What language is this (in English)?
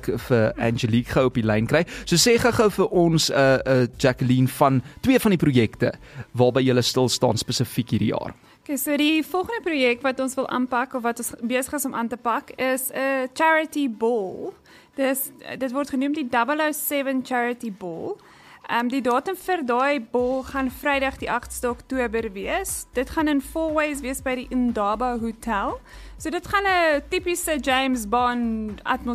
Afrikaans